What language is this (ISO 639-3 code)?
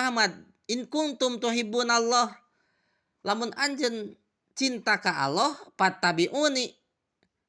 sun